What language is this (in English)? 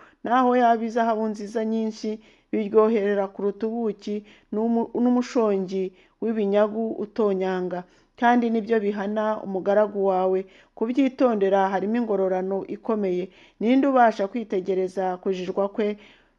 Kinyarwanda